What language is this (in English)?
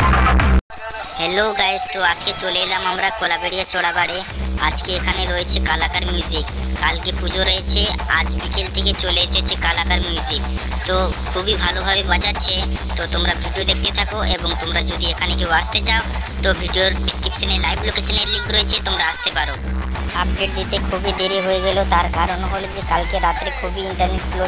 Bangla